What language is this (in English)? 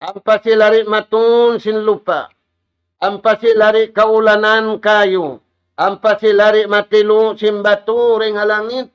Tausug